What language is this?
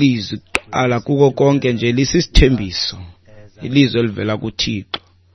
Xhosa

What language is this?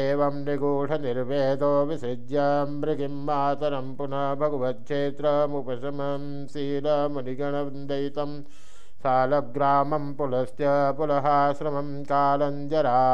Sanskrit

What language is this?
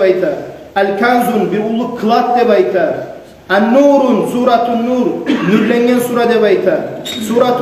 Kumyk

